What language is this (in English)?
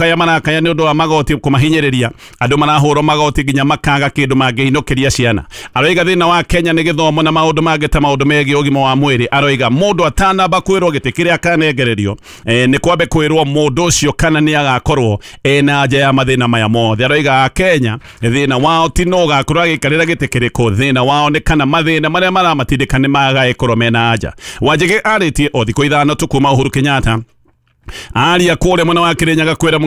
Kikuyu